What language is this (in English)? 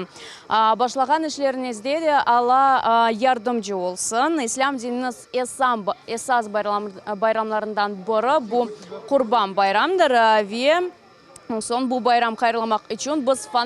Crimean Tatar